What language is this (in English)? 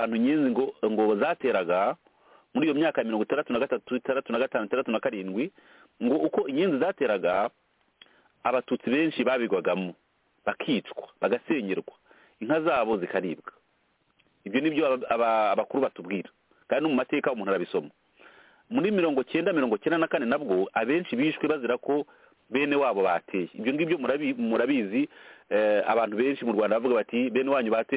Kinyarwanda